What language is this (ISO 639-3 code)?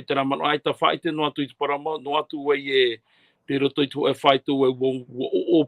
tah